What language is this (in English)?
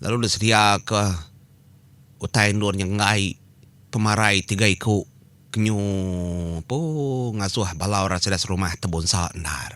Iban